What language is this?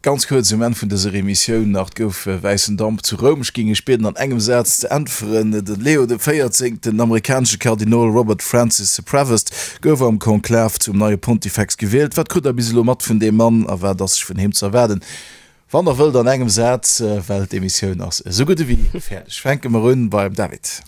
Luxembourgish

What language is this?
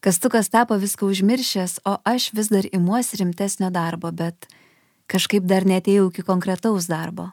Lithuanian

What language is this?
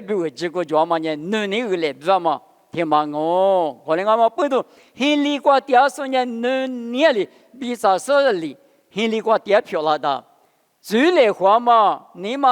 Lisu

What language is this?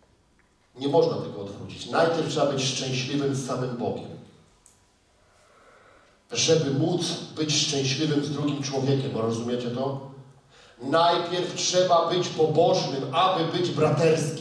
Polish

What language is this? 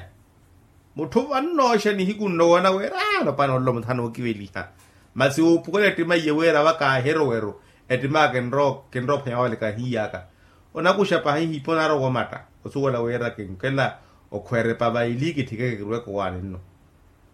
Makhuwa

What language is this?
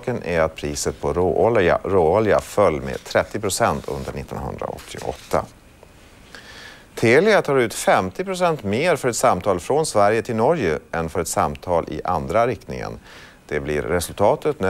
Swedish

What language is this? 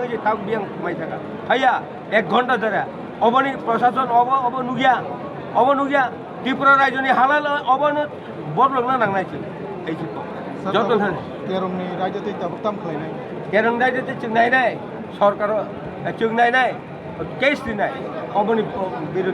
Kok Borok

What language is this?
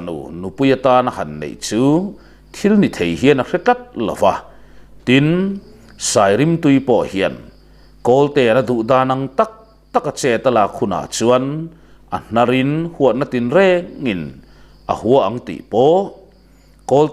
Mizo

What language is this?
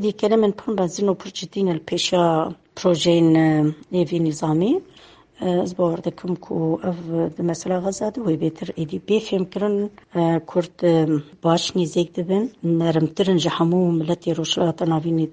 Kurdish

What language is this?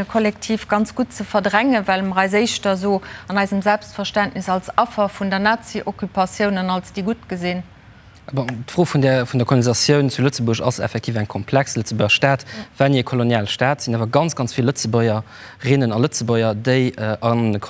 Luxembourgish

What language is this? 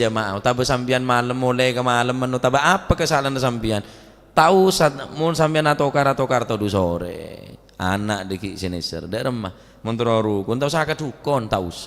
Madurese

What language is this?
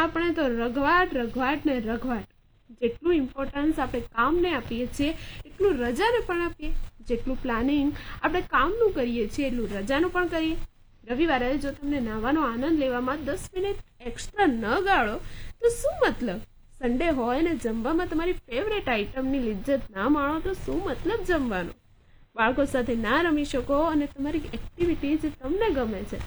Gujarati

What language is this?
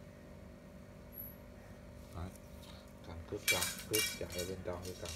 Vietnamese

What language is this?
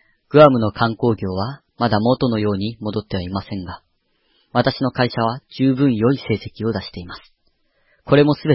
Japanese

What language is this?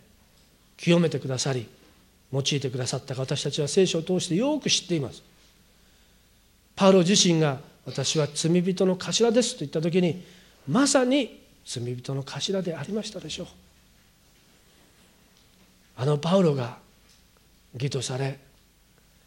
Japanese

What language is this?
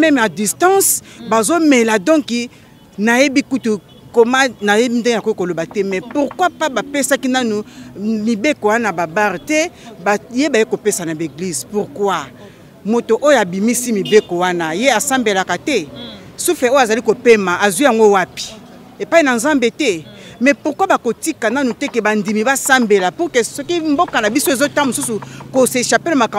Lingala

